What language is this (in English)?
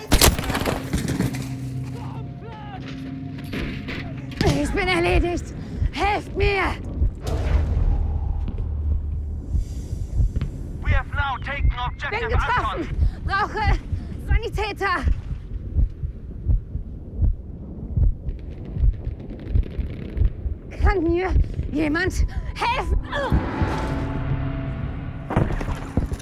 German